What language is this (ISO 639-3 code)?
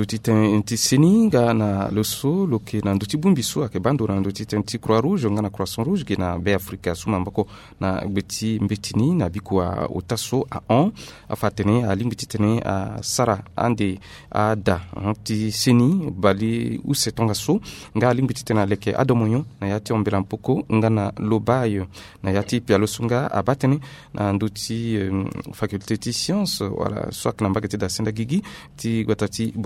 sag